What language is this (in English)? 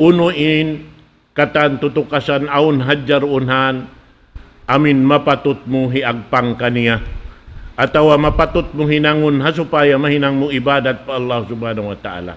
Tausug